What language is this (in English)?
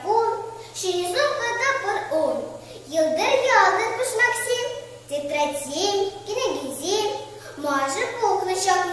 Chuvash